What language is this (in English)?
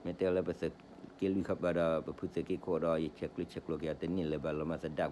S'gaw Karen